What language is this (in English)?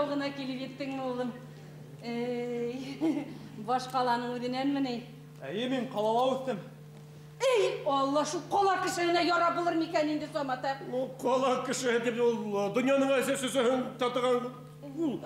Bashkir